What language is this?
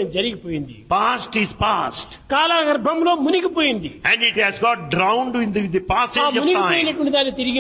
Telugu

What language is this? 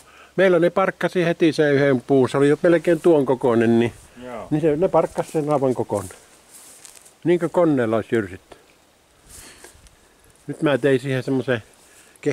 Finnish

